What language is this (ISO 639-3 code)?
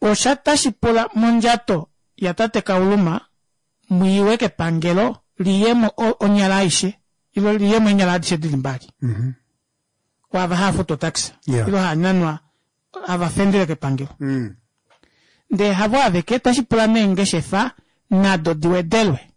kua